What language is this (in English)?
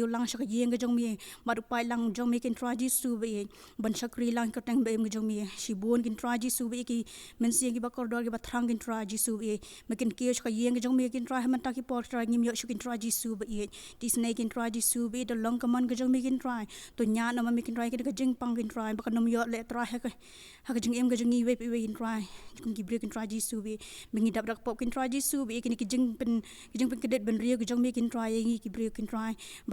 Khasi